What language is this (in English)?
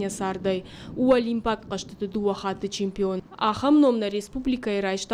Ossetic